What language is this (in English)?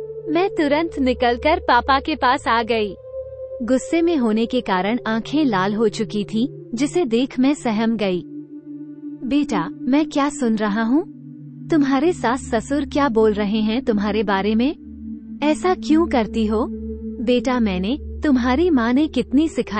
Hindi